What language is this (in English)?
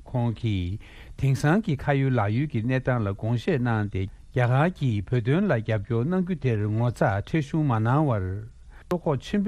Tibetan